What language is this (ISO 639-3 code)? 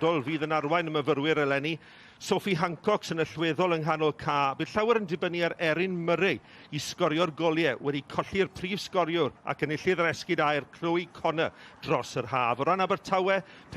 cym